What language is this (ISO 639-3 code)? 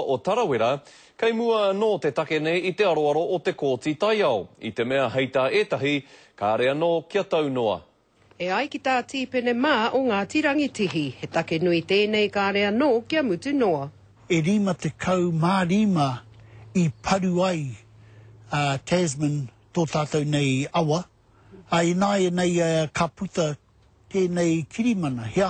mri